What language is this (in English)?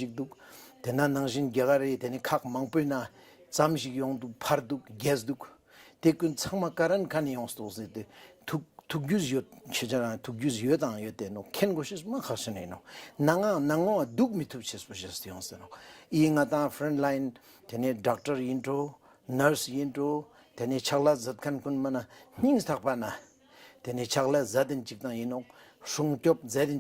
Ladakhi